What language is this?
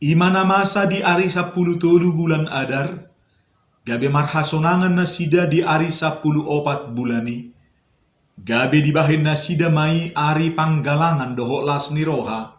Batak Toba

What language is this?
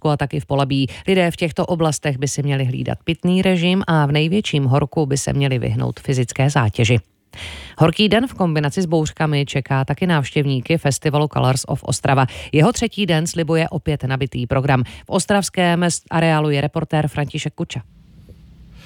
Czech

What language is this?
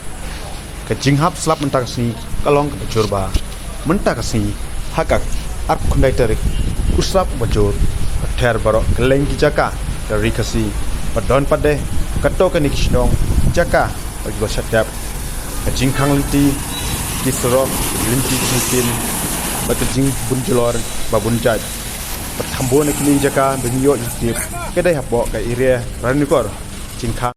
Khasi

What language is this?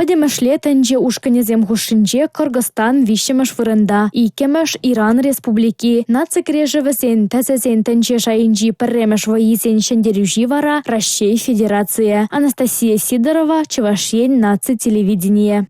Chuvash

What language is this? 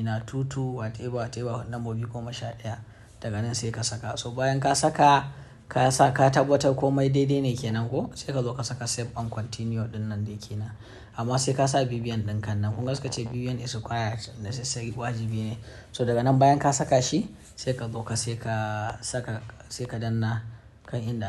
Hausa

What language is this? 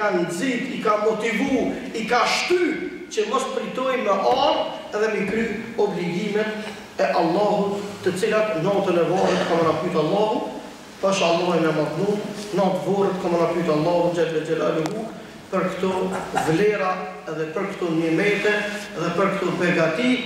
Albanian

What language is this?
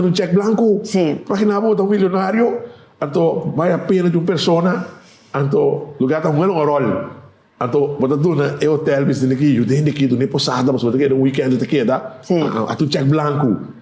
Papiamento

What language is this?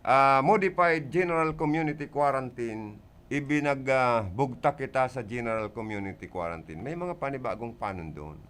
Bikol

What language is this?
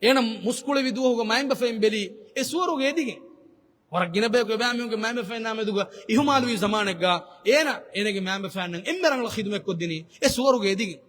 Divehi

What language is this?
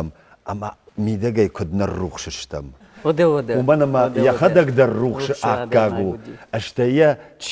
Ossetic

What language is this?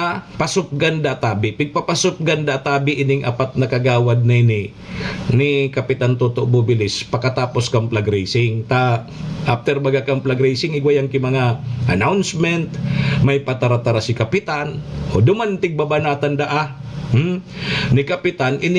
Bikol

